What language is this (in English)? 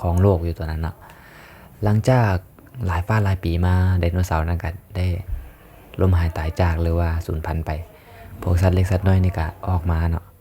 Lao